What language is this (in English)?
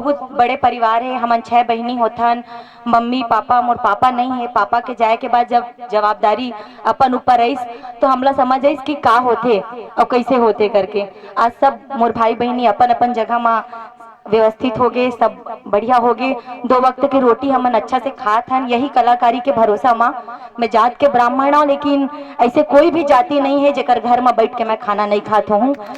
Chhattisgarhi